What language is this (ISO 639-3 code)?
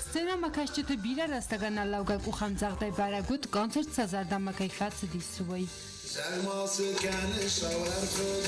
oss